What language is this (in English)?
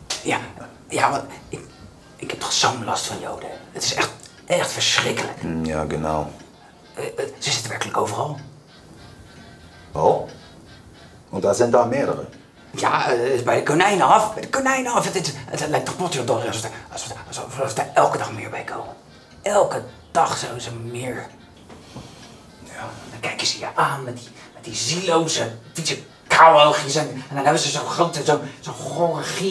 Dutch